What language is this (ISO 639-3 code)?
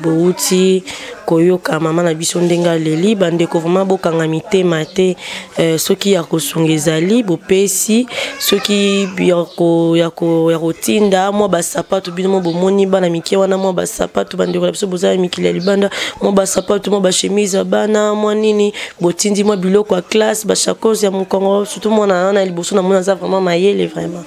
lin